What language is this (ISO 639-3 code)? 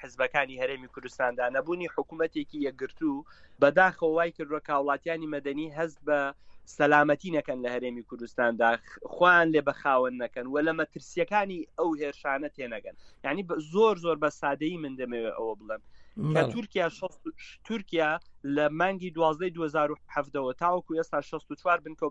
ckb